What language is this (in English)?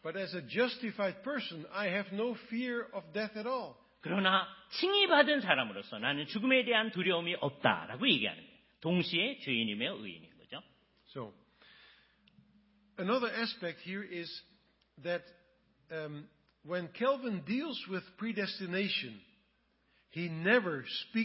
Korean